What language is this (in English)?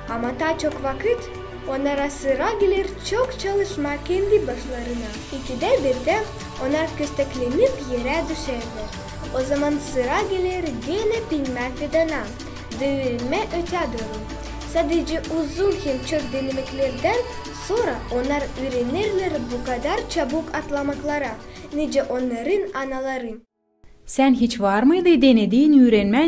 Gagauz